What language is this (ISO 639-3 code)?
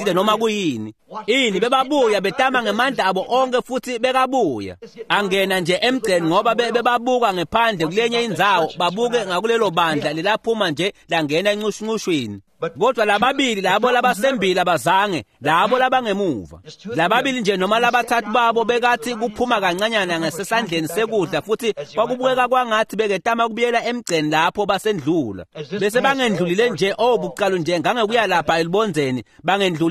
ssw